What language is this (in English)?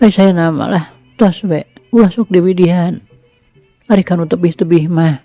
Sundanese